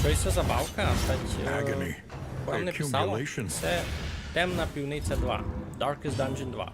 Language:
Rusyn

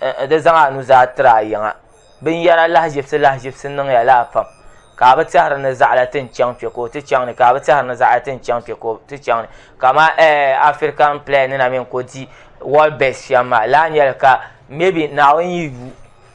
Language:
Dagbani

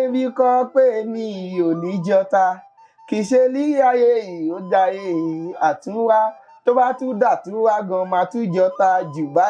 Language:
Yoruba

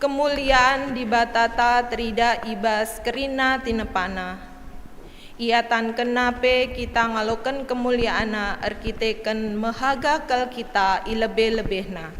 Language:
Batak Karo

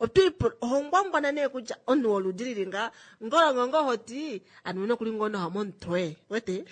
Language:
Kuanyama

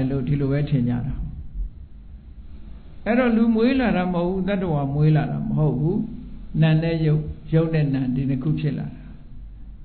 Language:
Burmese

